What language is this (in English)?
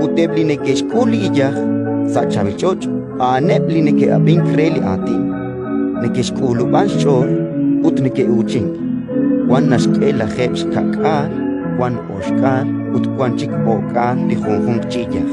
Kekchí